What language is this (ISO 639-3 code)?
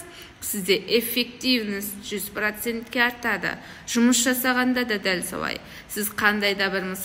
kaz